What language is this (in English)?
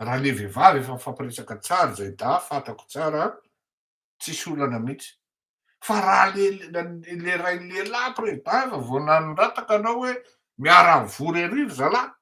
Malagasy